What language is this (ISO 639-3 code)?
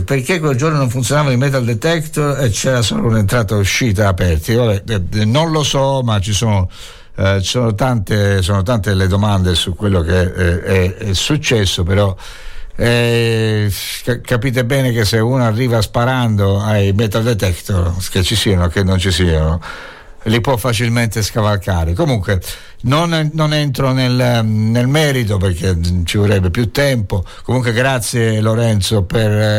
ita